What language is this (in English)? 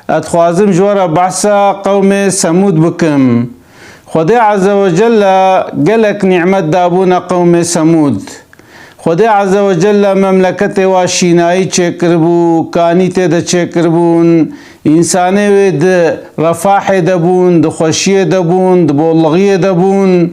Kurdish